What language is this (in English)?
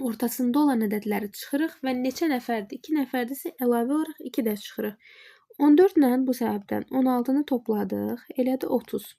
Azerbaijani